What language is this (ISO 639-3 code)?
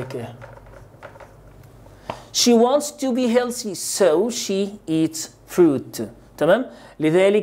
arz